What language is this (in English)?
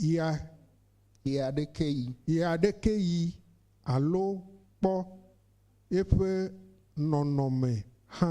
Ewe